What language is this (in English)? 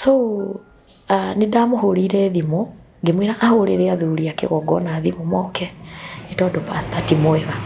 Kikuyu